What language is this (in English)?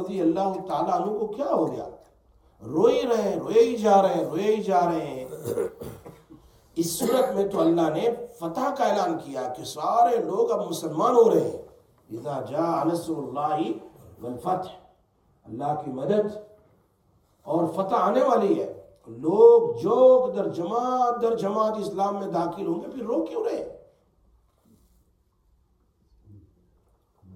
Urdu